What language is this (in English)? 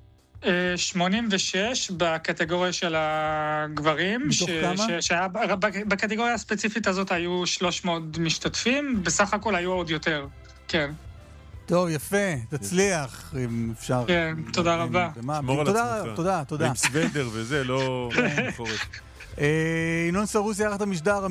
Hebrew